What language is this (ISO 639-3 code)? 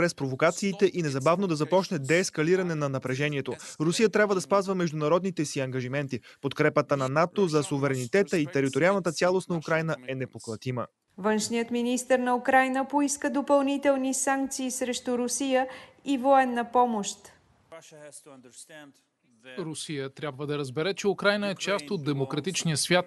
bul